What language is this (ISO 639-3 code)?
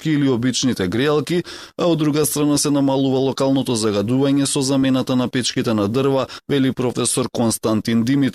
mkd